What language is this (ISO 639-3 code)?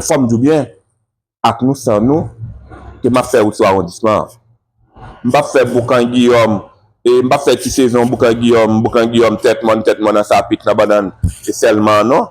hat